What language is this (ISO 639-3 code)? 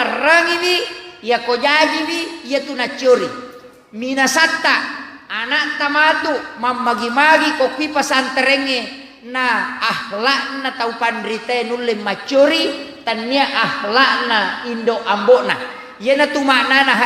bug